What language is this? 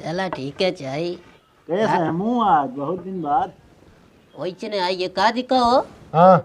Awadhi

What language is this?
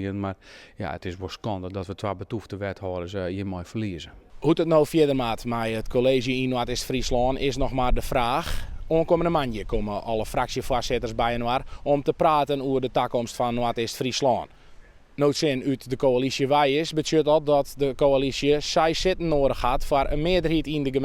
Western Frisian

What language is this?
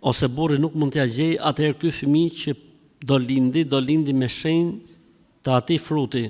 Albanian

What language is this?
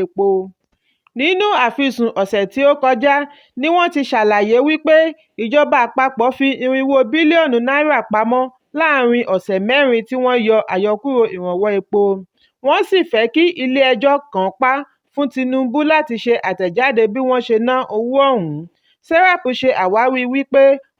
Yoruba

